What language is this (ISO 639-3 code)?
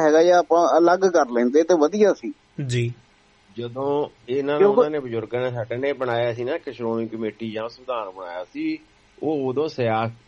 pan